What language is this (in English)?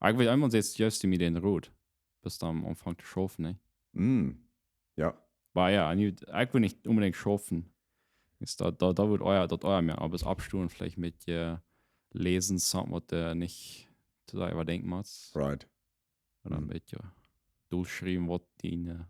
Plautdietsch